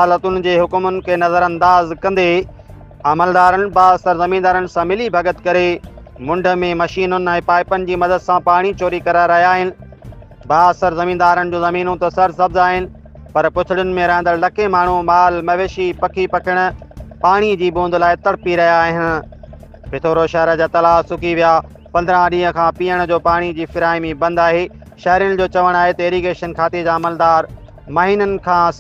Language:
Sindhi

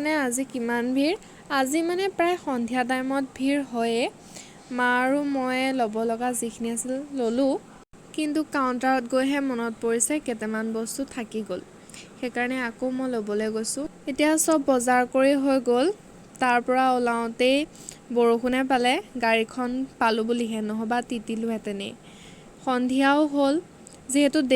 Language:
Assamese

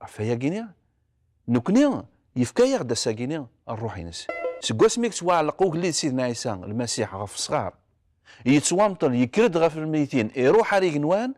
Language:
Kabyle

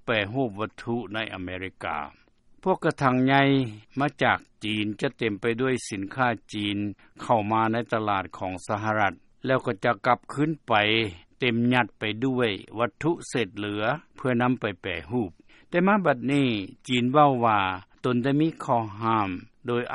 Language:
Lao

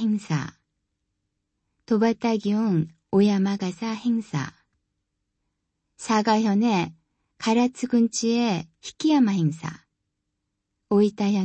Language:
Korean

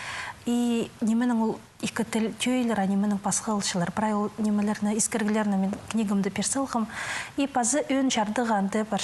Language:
Khakas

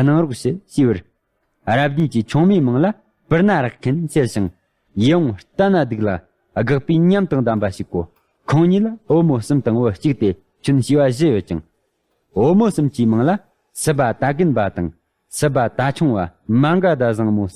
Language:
Tibetan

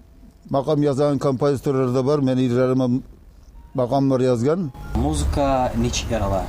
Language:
Kumyk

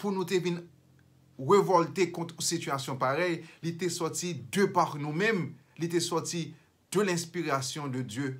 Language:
Haitian Creole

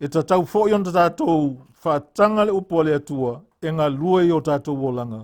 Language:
Samoan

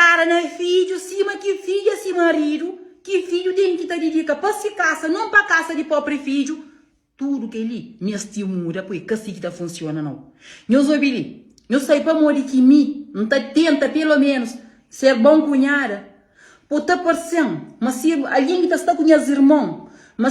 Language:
Kabuverdianu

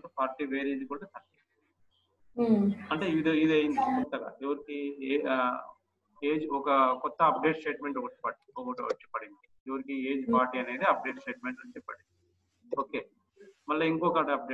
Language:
Telugu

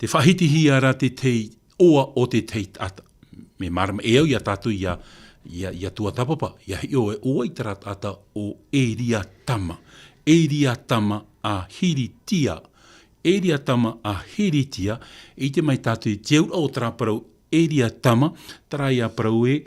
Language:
Tahitian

